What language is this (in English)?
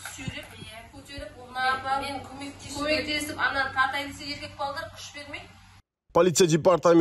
Kazakh